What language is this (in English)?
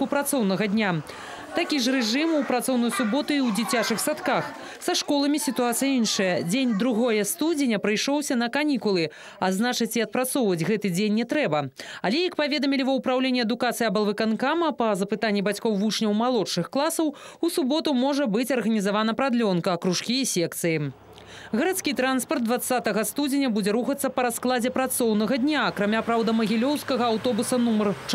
Belarusian